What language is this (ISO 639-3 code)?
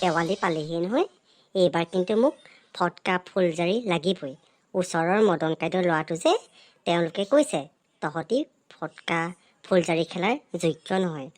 asm